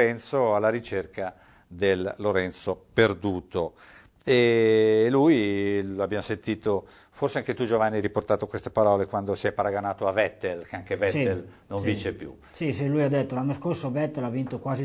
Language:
Italian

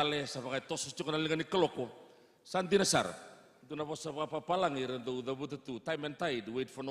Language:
Fijian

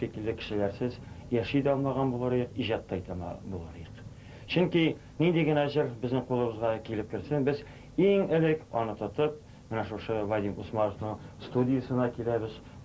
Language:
Tatar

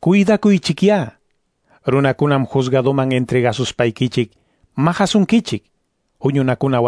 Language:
Ayacucho Quechua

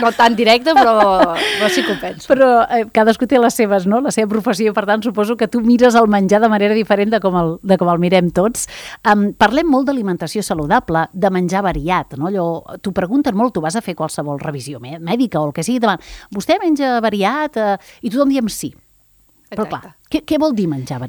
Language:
Catalan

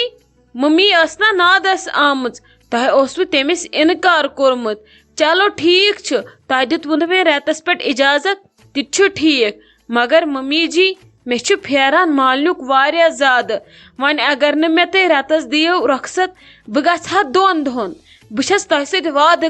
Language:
Kashmiri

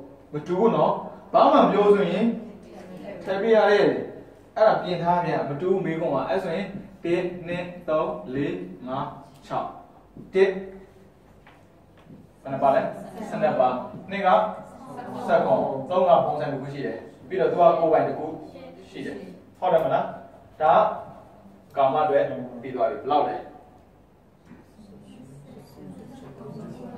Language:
Burmese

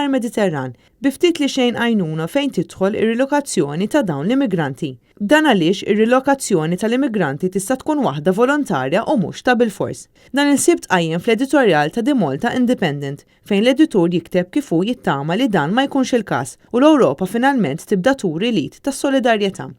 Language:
Maltese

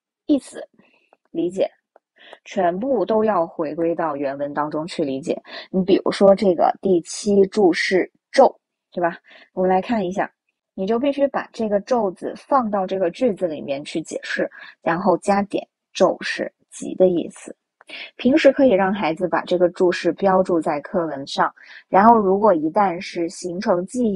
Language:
Chinese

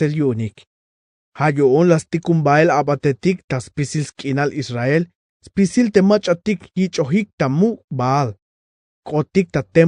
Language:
Tzeltal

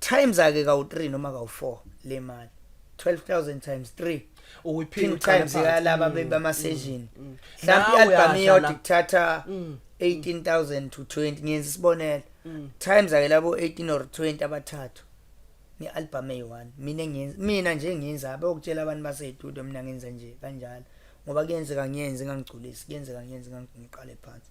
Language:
Zulu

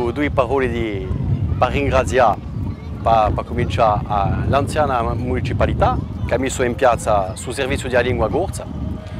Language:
Corsican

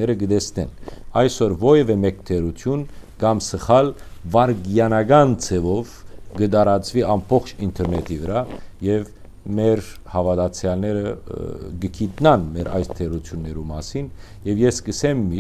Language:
Western Armenian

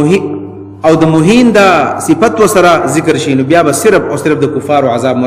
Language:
Pashto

